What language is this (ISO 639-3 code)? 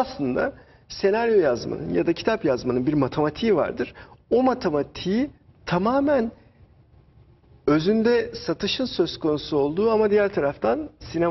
tur